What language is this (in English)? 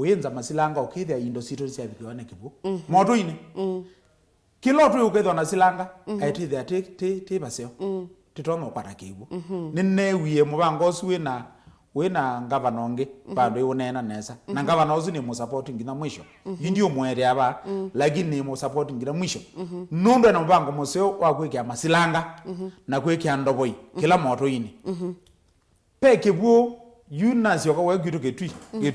Kamba